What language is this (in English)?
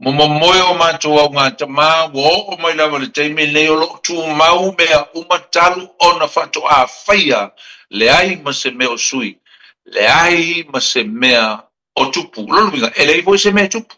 Samoan